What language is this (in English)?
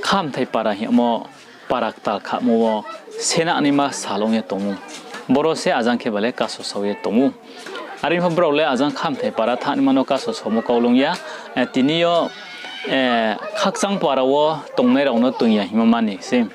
Riang (India)